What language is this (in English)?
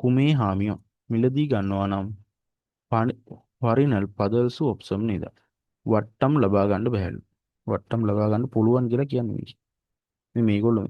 Sinhala